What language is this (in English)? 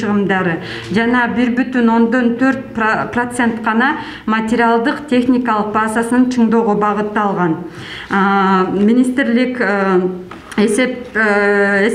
Kyrgyz